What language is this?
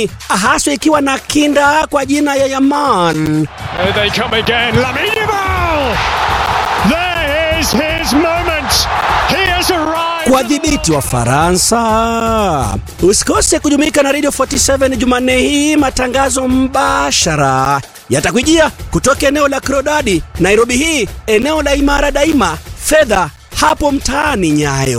Swahili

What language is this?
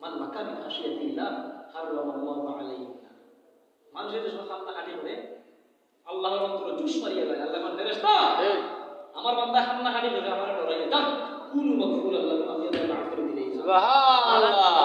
Sylheti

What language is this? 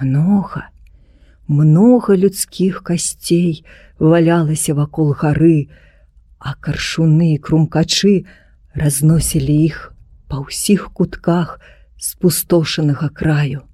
Belarusian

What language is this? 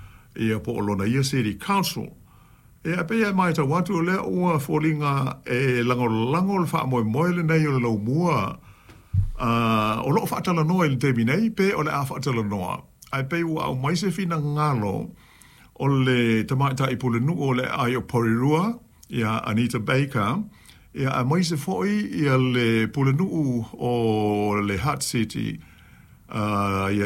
Samoan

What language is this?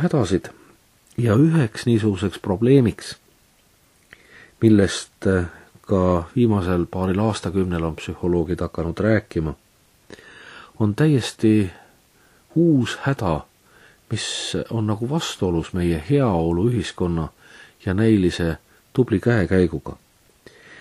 Estonian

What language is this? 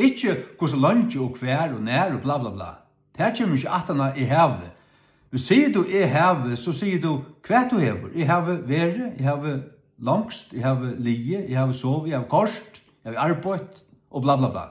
Faroese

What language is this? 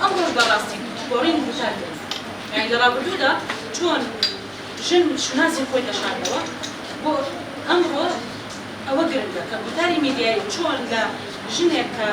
Central Kurdish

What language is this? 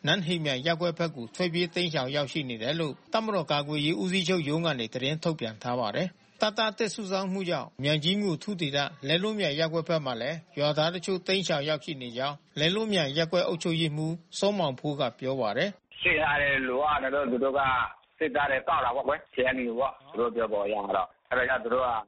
Burmese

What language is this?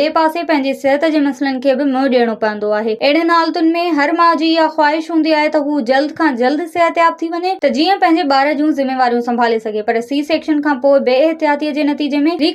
Sindhi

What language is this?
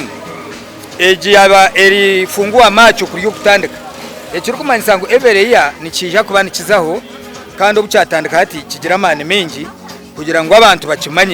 Nyankole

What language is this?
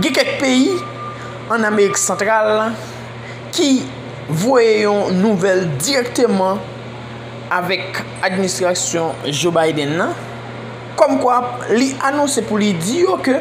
Haitian Creole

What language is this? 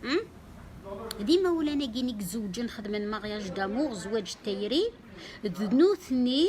Kabyle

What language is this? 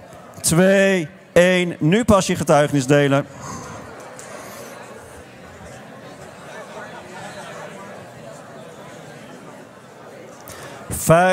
Dutch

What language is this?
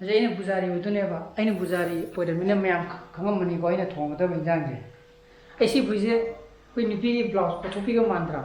Manipuri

